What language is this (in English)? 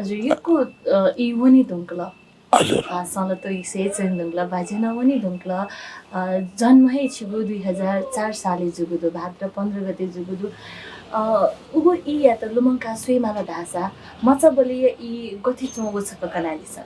Newari